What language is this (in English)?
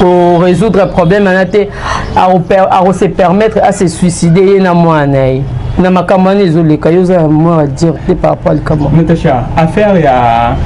Lingala